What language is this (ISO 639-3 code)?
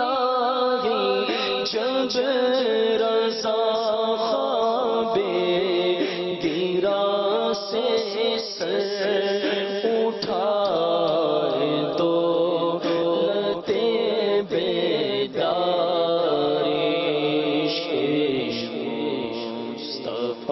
urd